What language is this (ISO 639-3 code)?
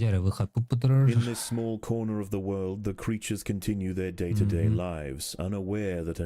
sah